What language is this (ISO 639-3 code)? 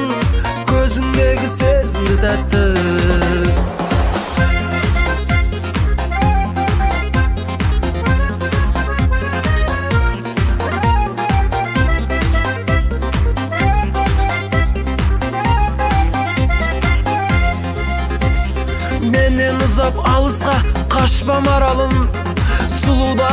kaz